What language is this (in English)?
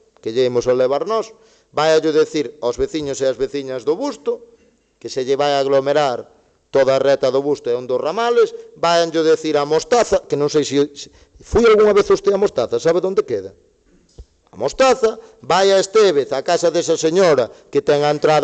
Galician